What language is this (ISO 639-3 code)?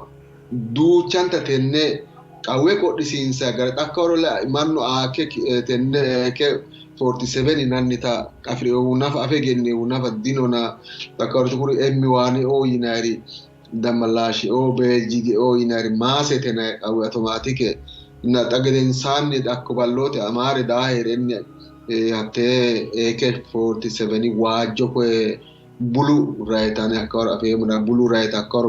sid